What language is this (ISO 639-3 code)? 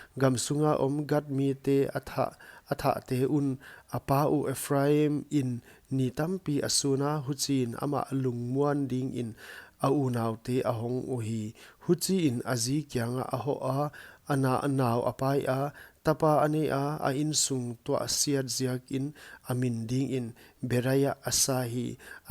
pck